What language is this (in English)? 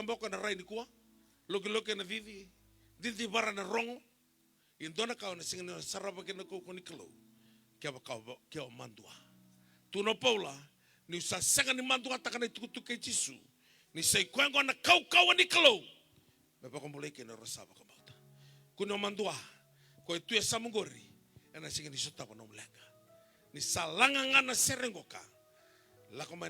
Fijian